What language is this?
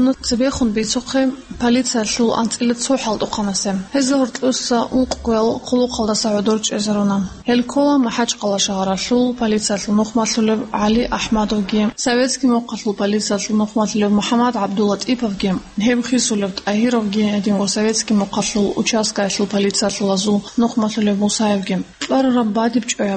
Avaric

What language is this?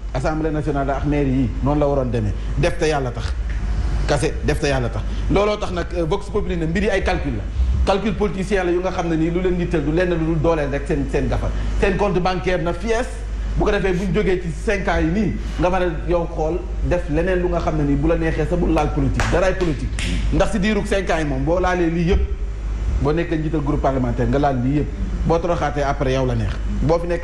Wolof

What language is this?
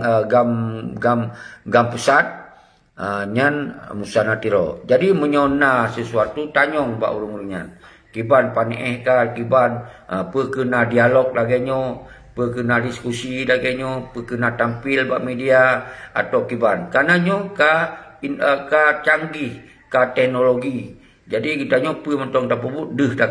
Achinese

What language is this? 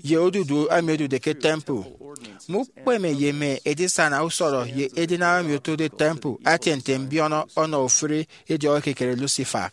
Efik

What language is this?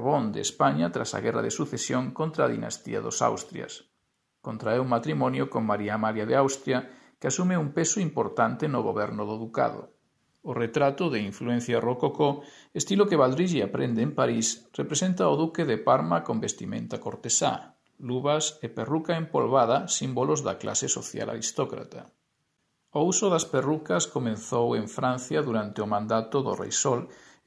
Galician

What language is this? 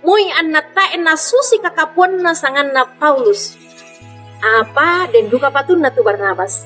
Toraja-Sa'dan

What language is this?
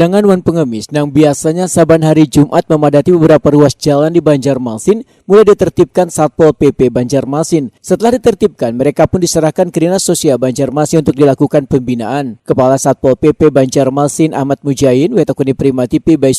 Banjar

